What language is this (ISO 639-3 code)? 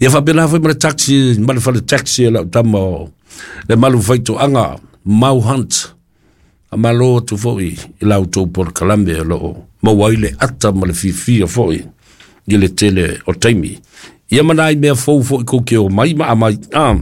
smo